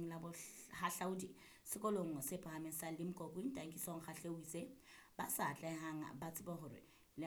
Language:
Southern Sotho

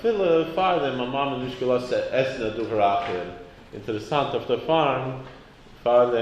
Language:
Yiddish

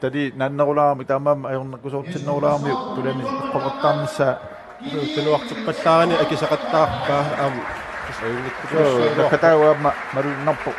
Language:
Kalaallisut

